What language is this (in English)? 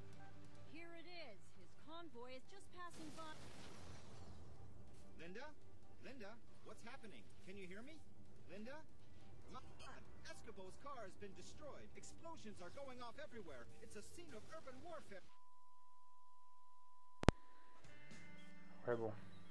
French